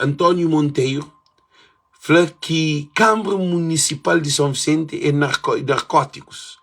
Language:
Kabuverdianu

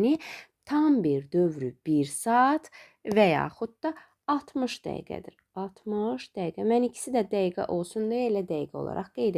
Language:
Azerbaijani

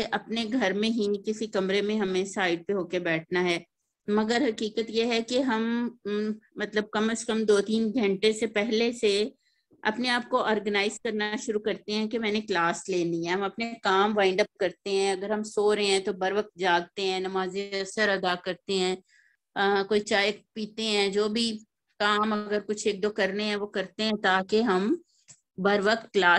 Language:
Urdu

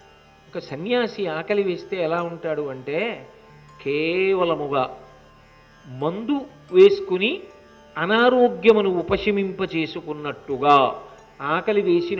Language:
Telugu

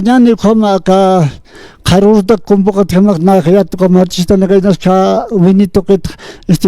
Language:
Aymara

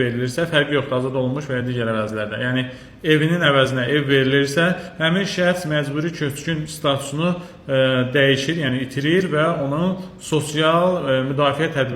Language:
Azerbaijani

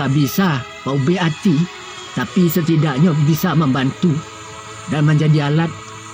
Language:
Minangkabau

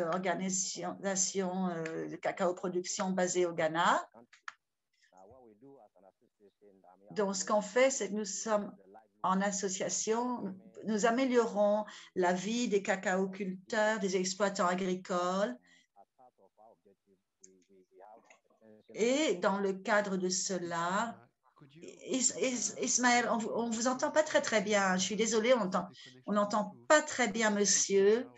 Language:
French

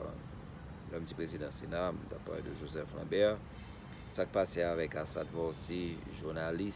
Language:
Haitian Creole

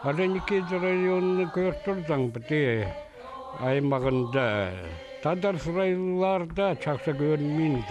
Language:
Khakas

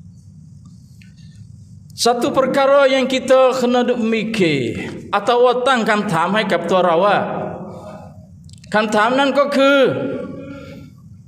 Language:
Malay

